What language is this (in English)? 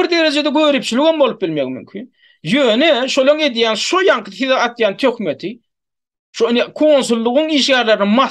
Turkmen